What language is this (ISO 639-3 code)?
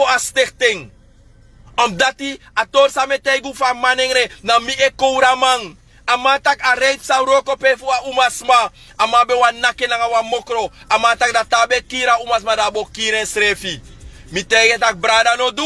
srn